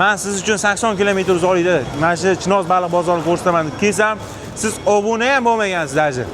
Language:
Uzbek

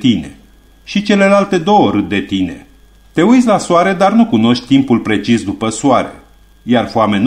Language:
Romanian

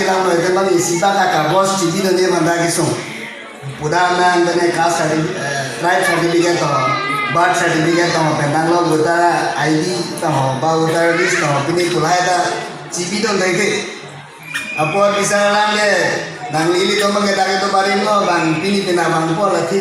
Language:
Karbi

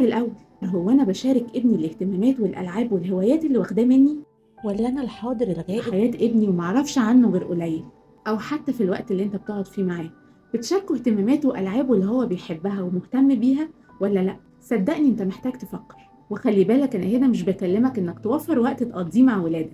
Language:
Egyptian Arabic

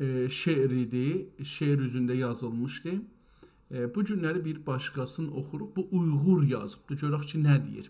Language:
South Azerbaijani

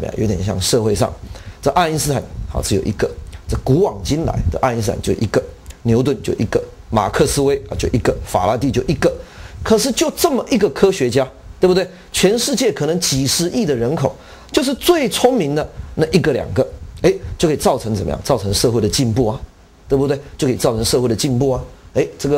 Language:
Chinese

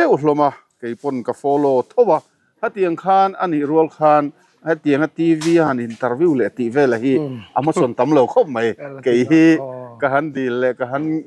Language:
Mizo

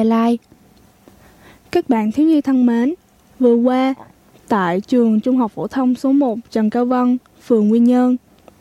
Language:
Vietnamese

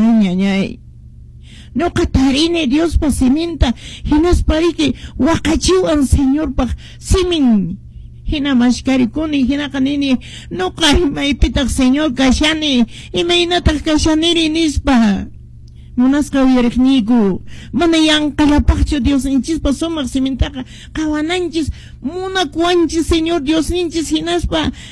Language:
Quechua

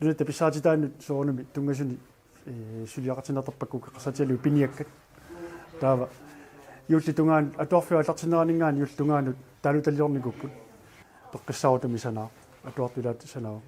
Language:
Kalaallisut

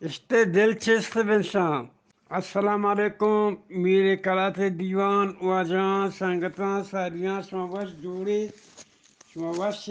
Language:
Eastern Balochi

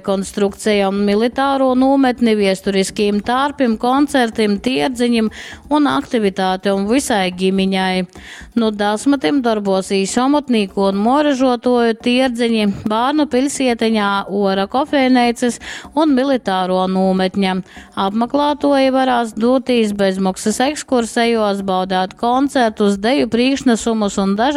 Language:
Latgalian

